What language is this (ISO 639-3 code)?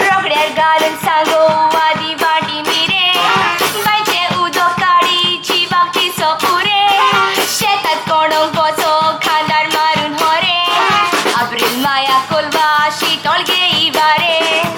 kok